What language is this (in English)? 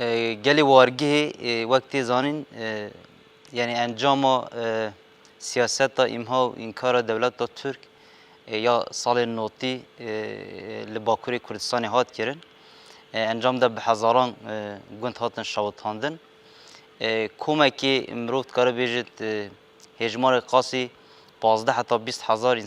Kurdish